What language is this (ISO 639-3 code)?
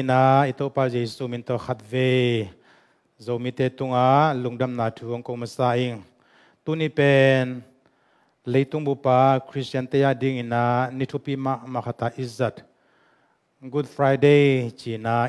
ctd